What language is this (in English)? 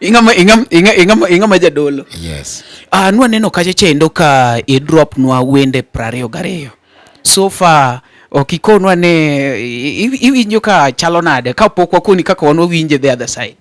Luo (Kenya and Tanzania)